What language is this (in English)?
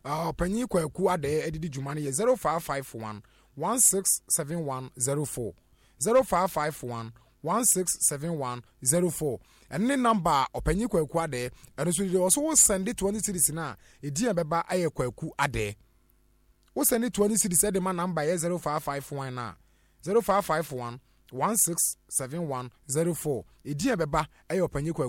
Akan